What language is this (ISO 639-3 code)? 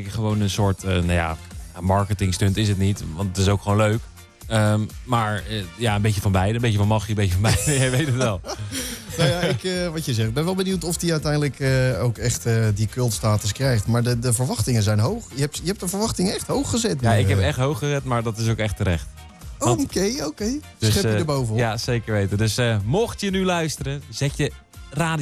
nld